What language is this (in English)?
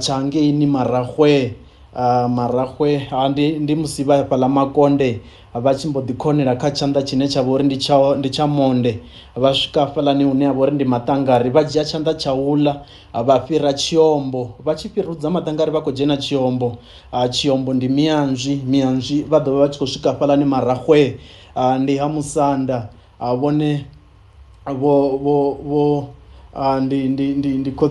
Venda